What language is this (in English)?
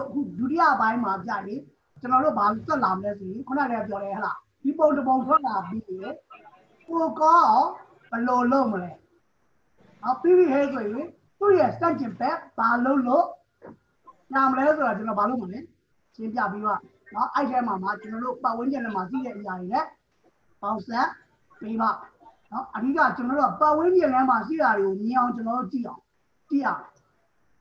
Burmese